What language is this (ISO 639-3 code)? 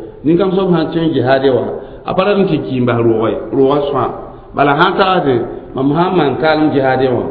mos